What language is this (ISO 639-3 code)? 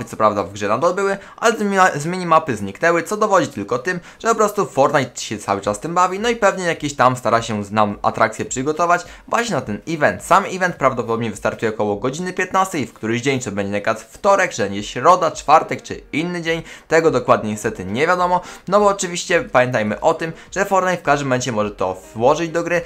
pol